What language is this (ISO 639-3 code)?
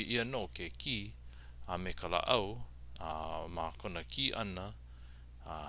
haw